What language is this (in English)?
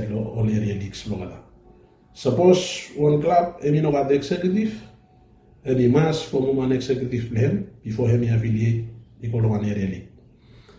Bislama